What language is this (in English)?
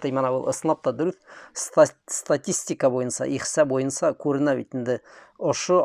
Bashkir